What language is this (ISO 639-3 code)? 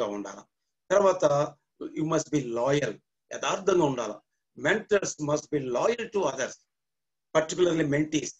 tel